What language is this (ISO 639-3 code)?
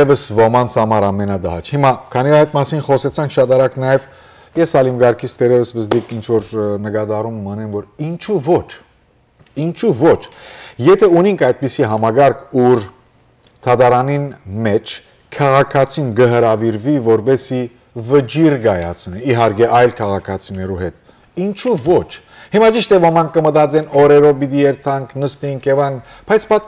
hyw